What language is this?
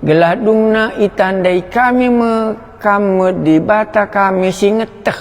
Batak Karo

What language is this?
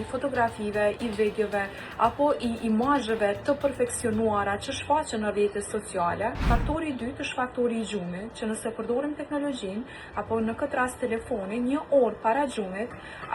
Albanian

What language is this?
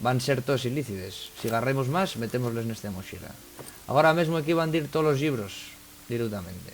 Asturian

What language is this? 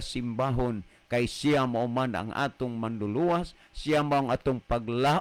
Cebuano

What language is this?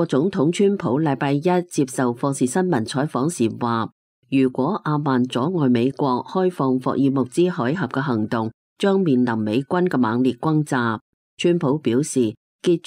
Cantonese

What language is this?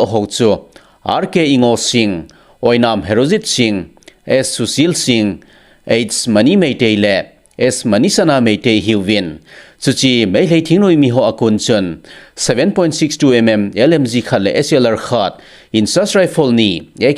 Thado Chin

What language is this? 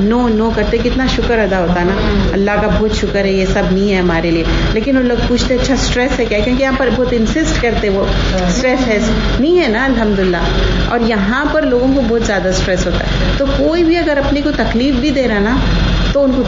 Urdu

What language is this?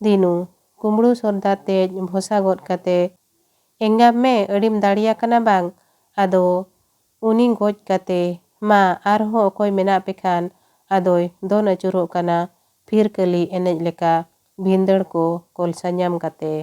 Santali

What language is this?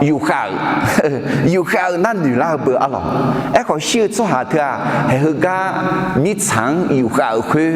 Akha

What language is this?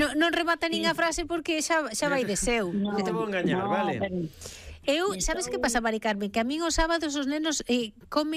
Galician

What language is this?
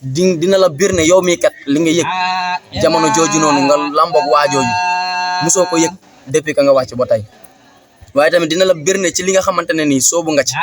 Wolof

